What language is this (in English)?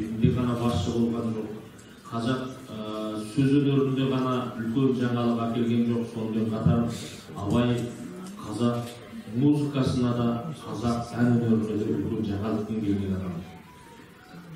Kazakh